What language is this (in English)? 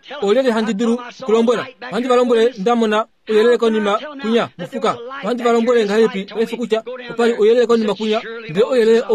Kuanyama